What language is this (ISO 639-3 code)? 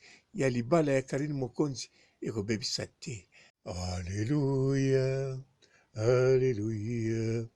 lin